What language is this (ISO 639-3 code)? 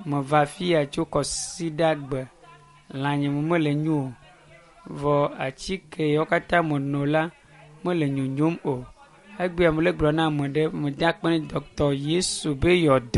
ewe